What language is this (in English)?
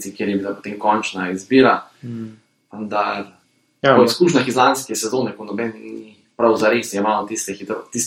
Slovenian